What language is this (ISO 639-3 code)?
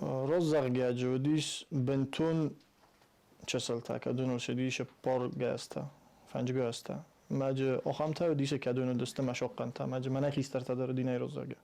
oss